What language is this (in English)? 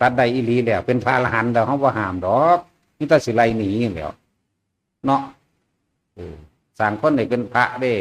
Northeastern Thai